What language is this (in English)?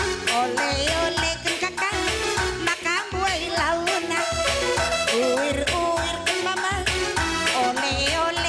Batak Karo